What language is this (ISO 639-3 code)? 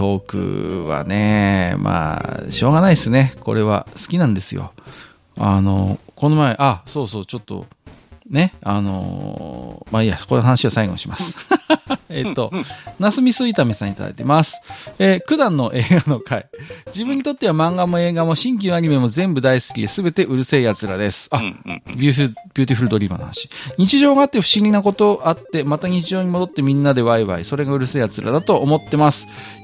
jpn